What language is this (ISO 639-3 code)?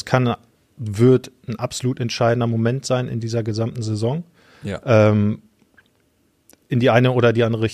deu